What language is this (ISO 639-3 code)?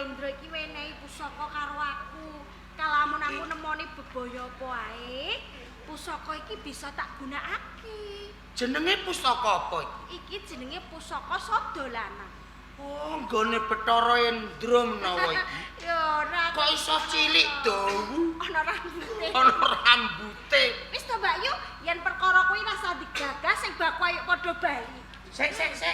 jav